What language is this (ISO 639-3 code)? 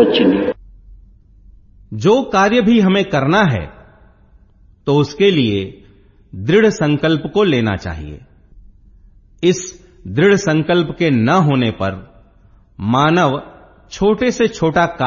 hin